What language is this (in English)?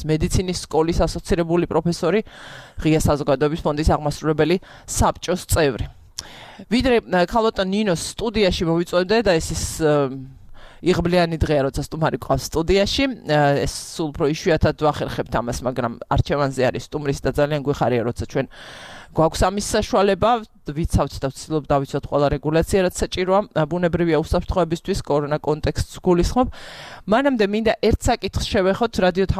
Georgian